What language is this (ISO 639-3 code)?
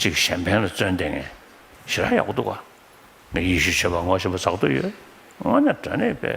bod